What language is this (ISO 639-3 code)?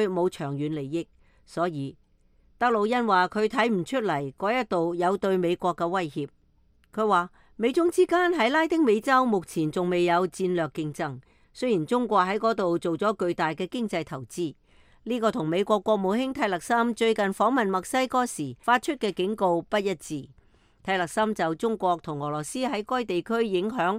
yue